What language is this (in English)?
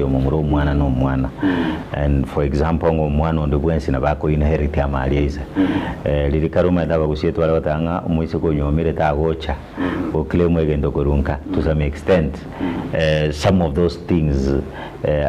Gusii